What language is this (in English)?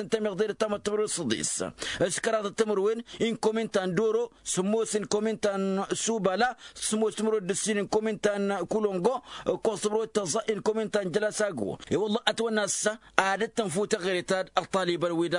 Tamasheq